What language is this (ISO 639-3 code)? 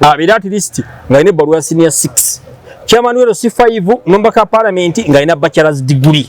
lug